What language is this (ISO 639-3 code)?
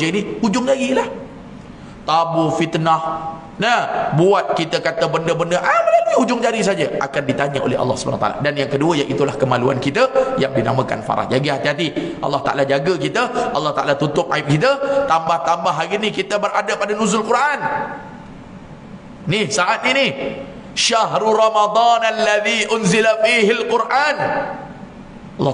msa